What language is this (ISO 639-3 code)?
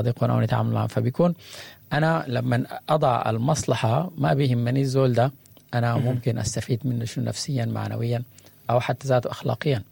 apd